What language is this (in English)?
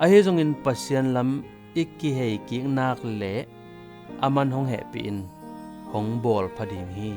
Tedim Chin